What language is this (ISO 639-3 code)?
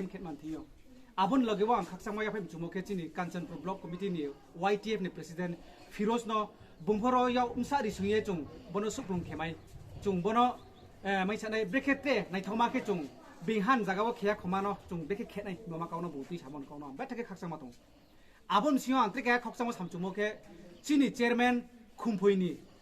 trp